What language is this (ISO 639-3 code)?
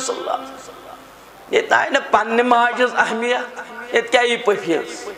kas